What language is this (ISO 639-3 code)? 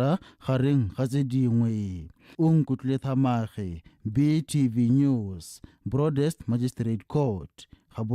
tsn